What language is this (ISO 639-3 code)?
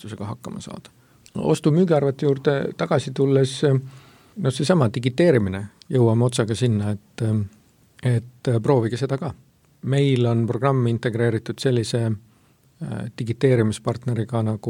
est